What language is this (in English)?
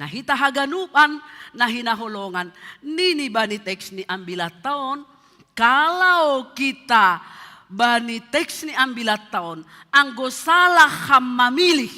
Batak Simalungun